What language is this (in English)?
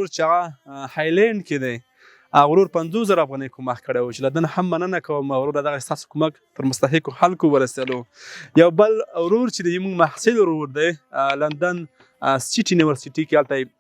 Pashto